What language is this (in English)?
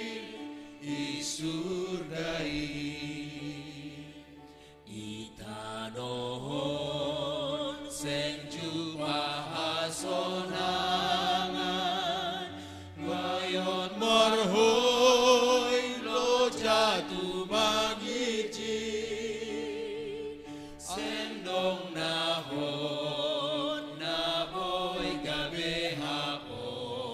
Batak Simalungun